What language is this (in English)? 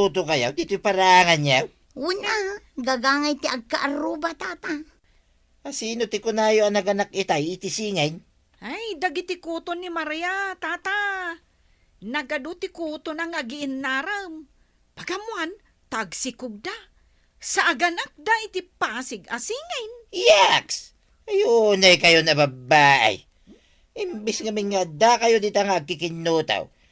Iloko